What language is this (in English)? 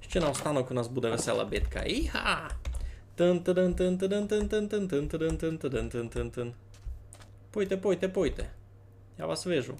Rusyn